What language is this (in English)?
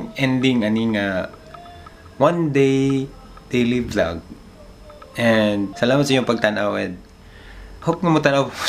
Cebuano